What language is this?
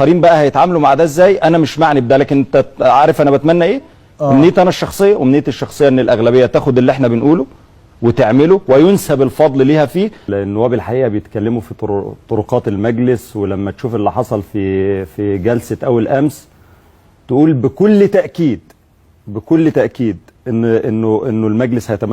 Egyptian Arabic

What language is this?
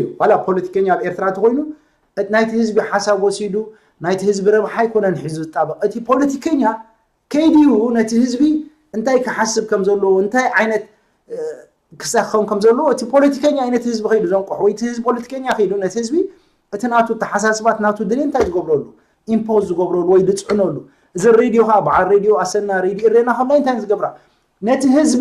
Tigrinya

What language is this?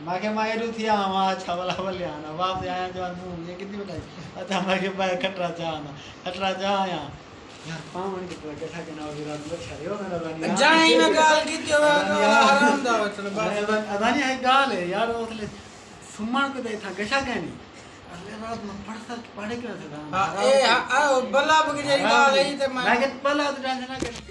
Saraiki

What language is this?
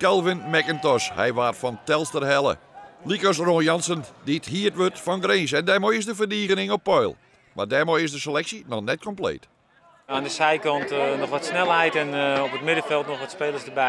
Western Frisian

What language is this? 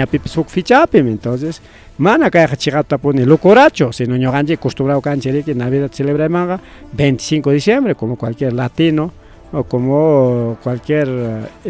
Ayacucho Quechua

